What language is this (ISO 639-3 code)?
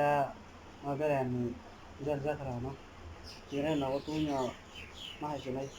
trp